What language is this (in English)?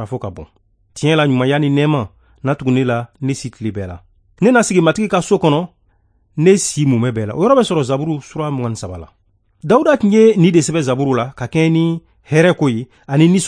Bambara